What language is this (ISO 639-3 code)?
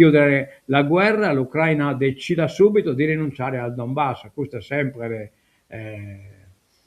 srd